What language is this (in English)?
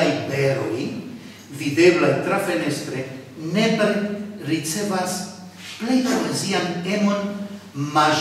Esperanto